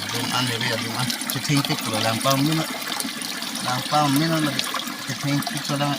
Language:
Karbi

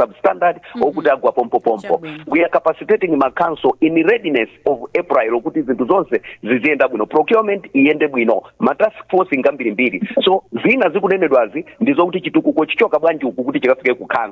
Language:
Nyanja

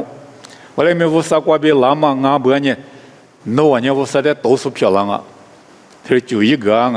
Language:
Lisu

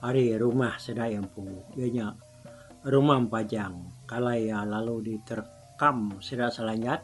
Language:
Iban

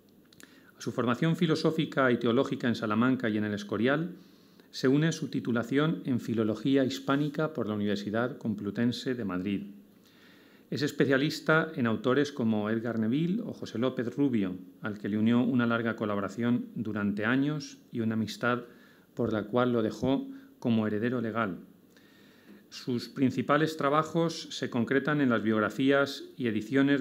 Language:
Spanish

